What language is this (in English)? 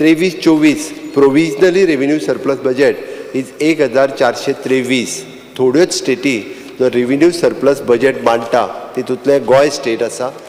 Konkani